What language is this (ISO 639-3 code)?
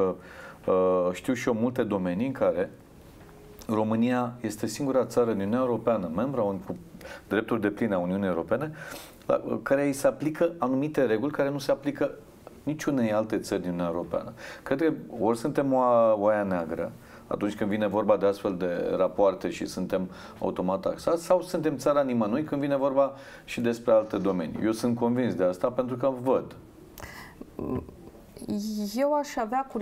ron